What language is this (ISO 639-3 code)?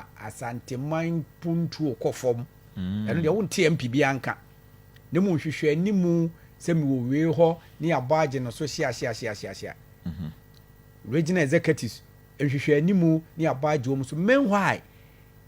aka